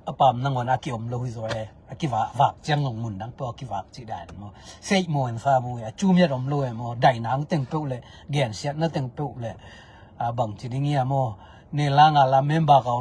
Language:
Tedim Chin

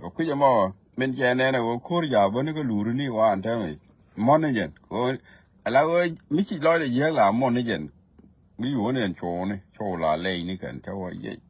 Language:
Nuer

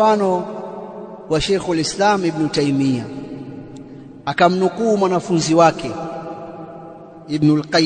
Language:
Swahili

